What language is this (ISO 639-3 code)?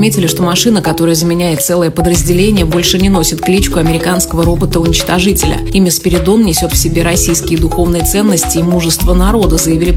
rus